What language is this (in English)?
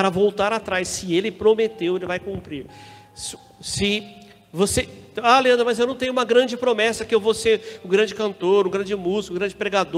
Portuguese